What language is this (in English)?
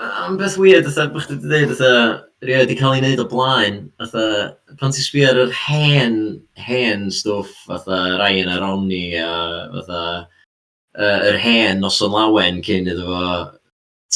Welsh